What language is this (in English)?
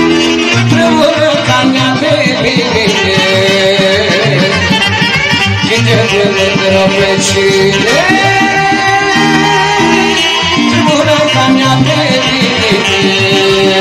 Romanian